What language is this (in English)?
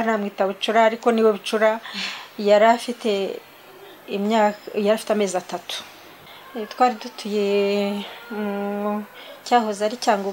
Kinyarwanda